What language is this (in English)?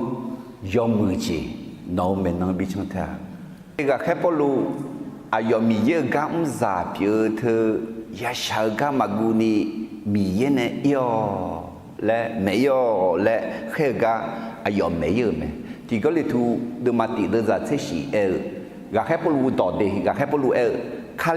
Akha